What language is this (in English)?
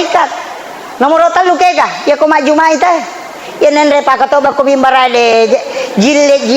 Buginese